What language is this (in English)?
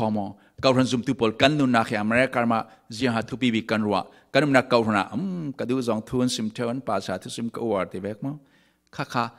Falam Chin